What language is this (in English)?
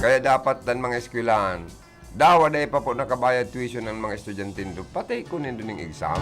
Bikol